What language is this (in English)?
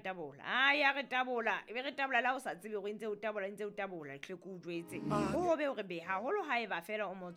Southern Sotho